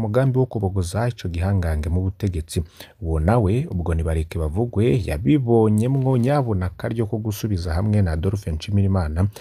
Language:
Rundi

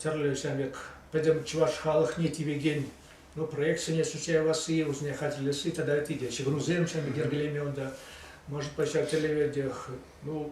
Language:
Chuvash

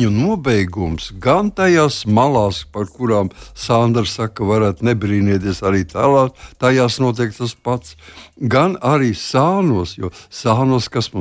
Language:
Latvian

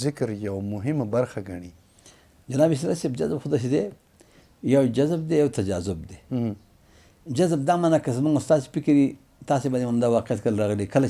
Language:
Pashto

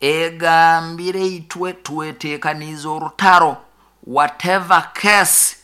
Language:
Nyoro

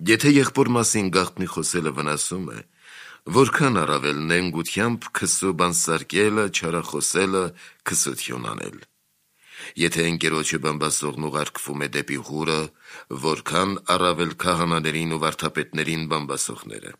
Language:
Armenian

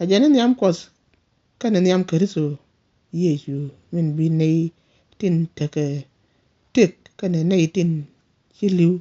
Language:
Nuer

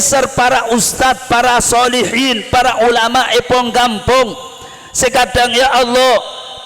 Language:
Madurese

